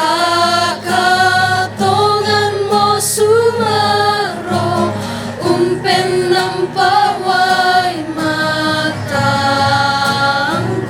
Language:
Toraja-Sa'dan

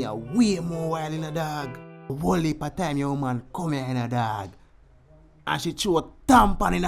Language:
Jamaican Creole English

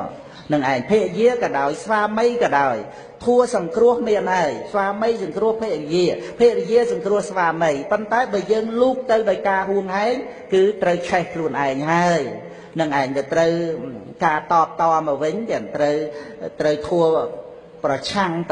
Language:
Khmer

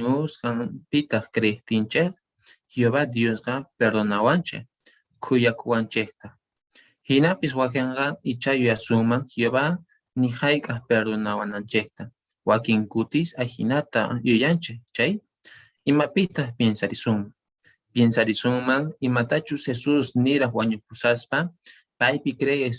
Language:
Quechua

